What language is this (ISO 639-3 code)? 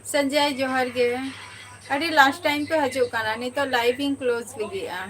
sat